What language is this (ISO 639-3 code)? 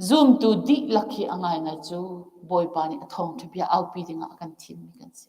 cnh